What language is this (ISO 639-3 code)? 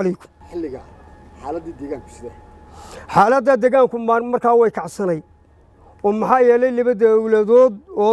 som